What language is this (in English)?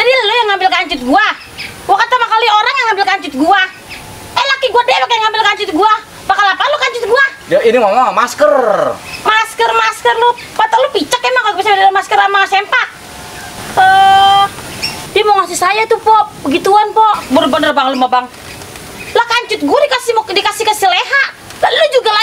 Betawi